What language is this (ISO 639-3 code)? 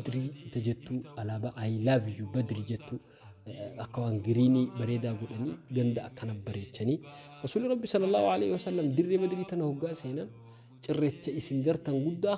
orm